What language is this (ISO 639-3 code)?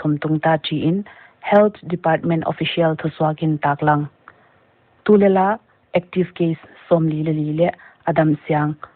pck